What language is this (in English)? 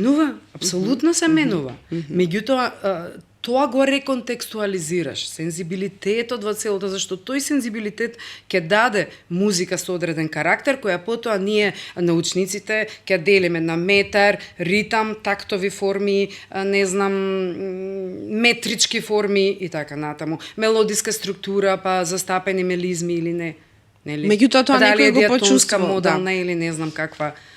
Macedonian